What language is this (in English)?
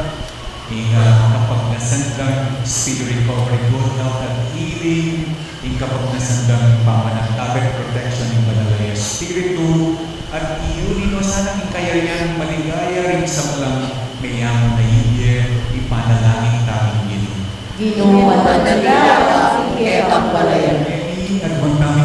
Pampanga